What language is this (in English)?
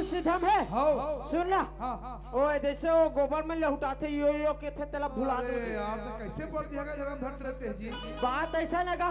Chhattisgarhi